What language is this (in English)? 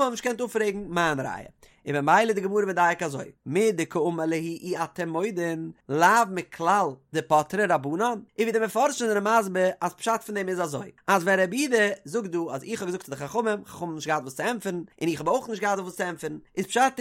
Yiddish